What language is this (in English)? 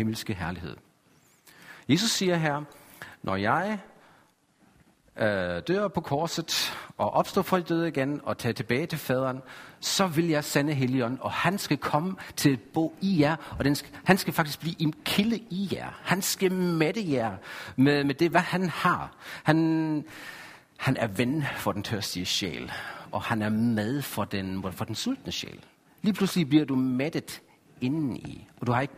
Danish